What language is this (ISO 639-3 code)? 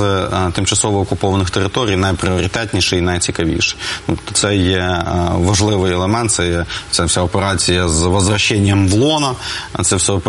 ukr